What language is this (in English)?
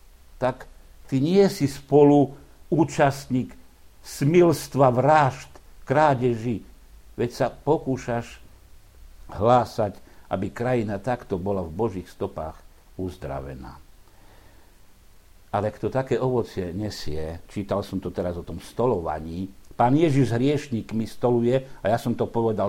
Slovak